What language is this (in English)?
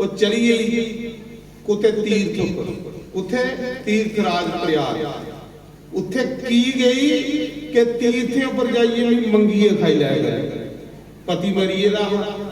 Dogri